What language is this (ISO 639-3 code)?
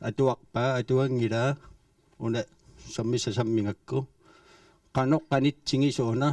kal